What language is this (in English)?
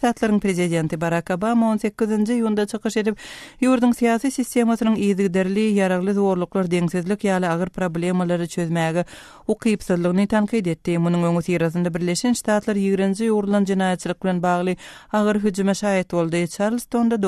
Turkmen